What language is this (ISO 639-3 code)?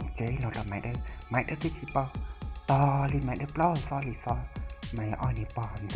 hmn